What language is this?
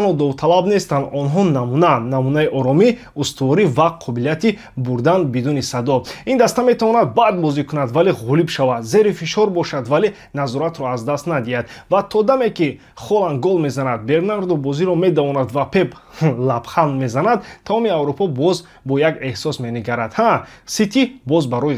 Tajik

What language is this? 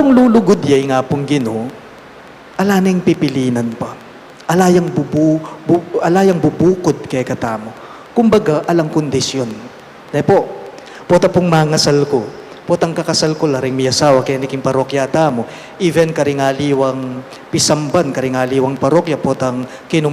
Pampanga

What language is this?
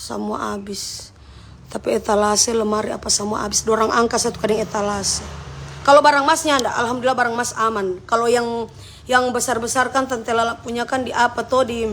Manado Malay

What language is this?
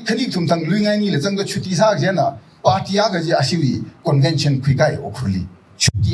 Tangkhul Naga (India)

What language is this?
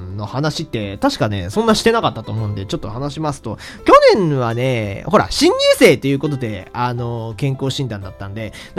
Japanese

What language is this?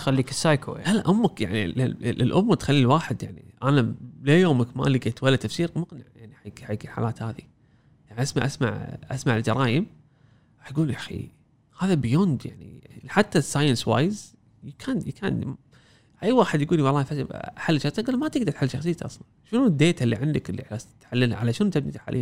Gulf Arabic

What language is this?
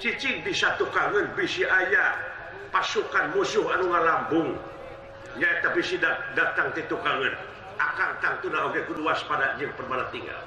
Sundanese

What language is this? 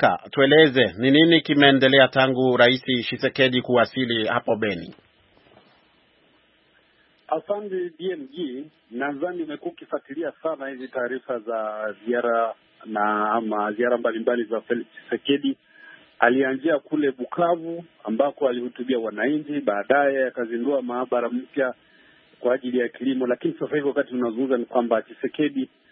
Swahili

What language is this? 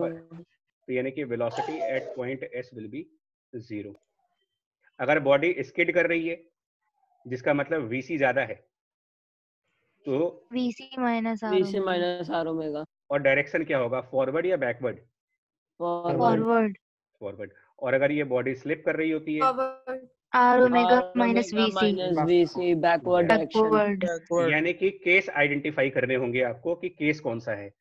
Hindi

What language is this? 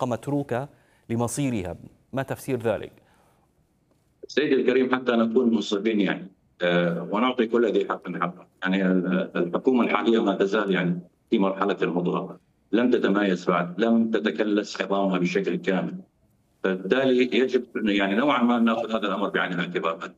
Arabic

